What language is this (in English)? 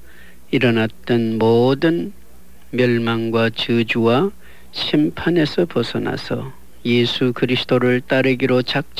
Korean